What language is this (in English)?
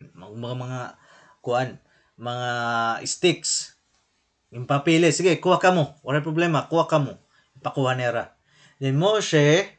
Waray